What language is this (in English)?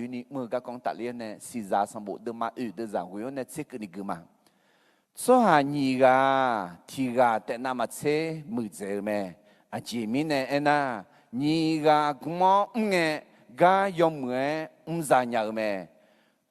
Akha